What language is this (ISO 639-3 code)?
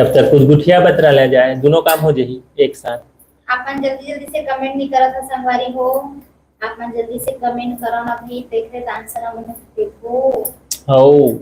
hne